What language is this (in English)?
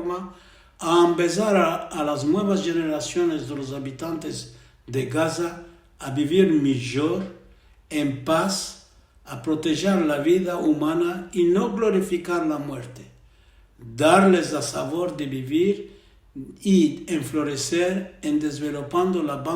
Ladino